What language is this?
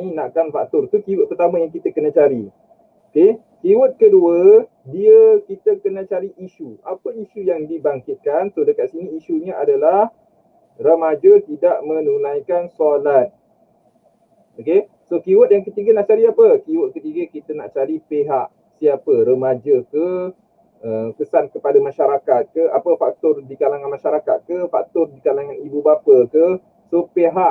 Malay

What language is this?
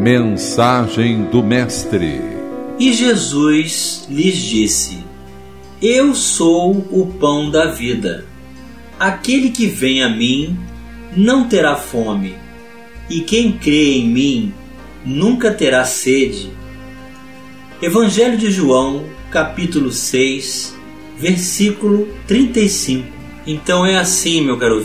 Portuguese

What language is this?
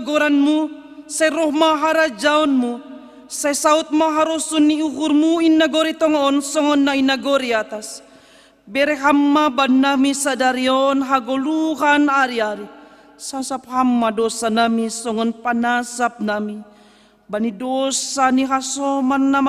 Batak Simalungun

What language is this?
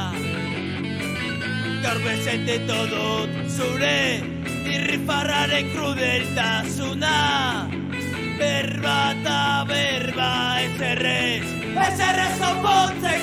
Basque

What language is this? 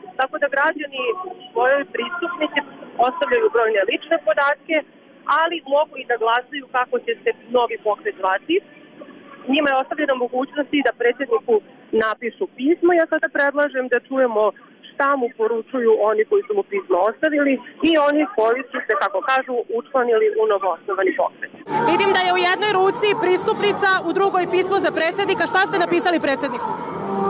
Serbian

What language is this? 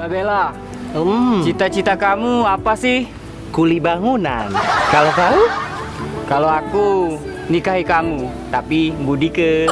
Musi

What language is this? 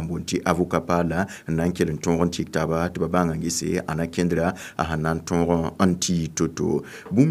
Mossi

